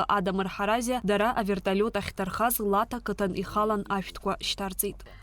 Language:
Abkhazian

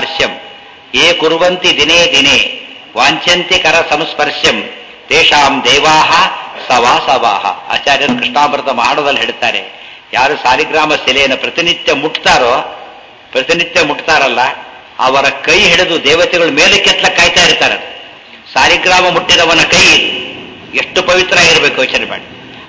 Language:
Kannada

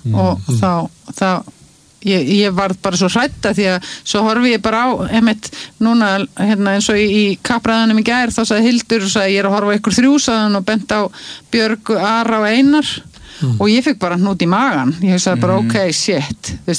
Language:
Icelandic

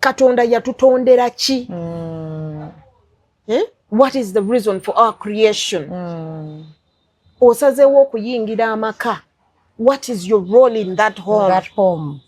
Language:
Ganda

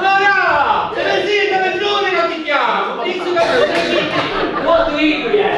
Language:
Sicilian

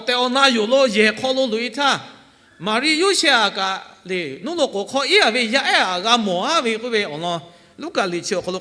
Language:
Lahu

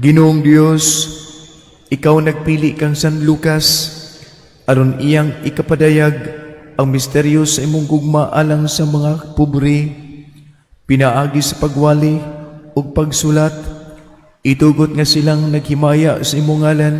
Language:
Cebuano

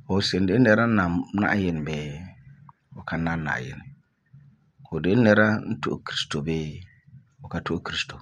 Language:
Frafra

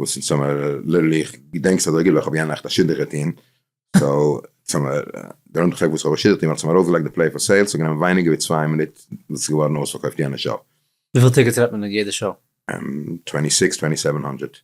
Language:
Yiddish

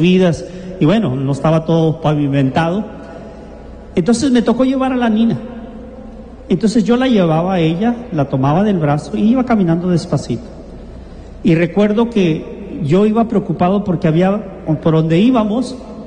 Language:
Spanish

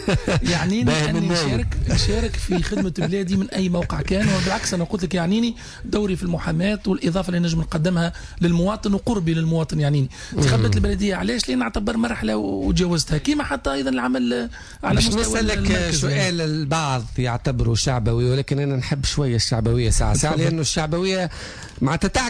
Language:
Tunisian Arabic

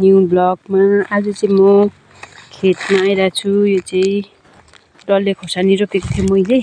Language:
Nepali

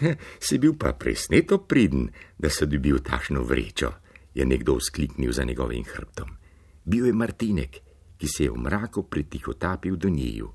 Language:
Slovenian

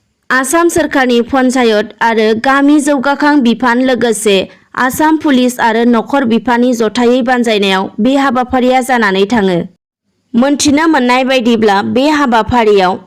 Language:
Bodo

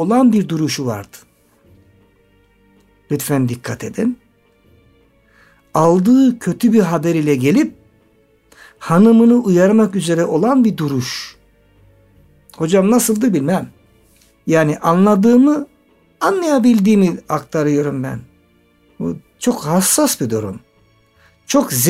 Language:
Turkish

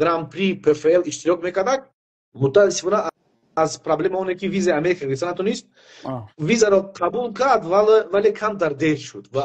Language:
Persian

